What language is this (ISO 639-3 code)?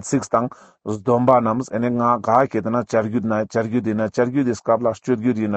lbj